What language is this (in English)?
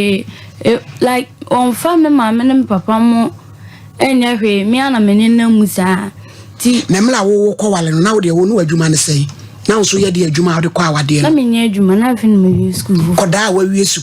Akan